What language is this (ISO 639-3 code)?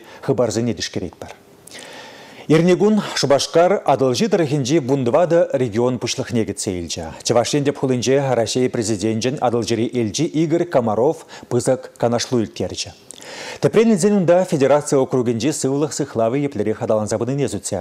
chv